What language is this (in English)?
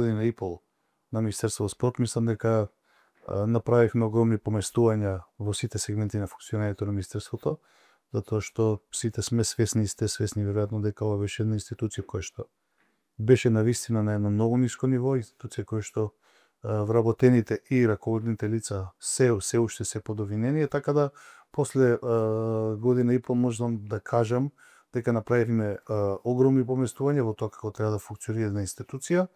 Macedonian